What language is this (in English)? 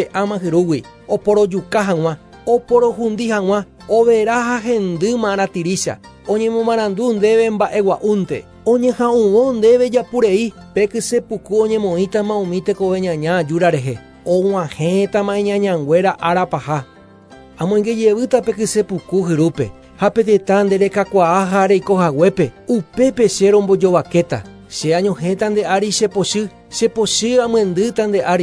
Guarani